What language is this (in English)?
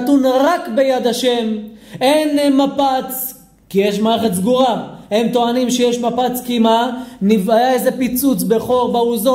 Hebrew